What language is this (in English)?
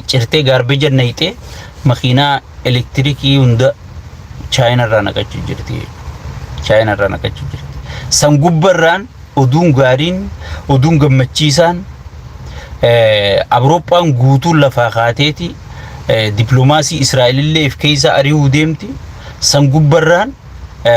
Oromo